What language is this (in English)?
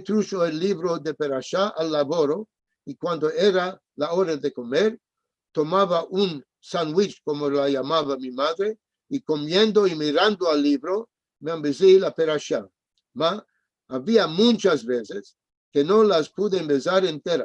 Ladino